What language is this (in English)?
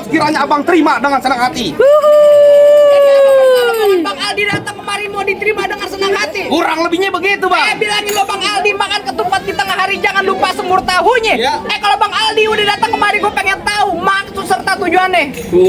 Betawi